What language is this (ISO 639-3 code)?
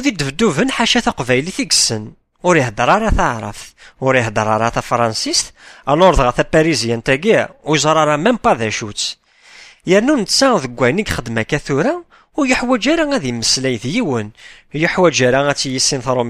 kab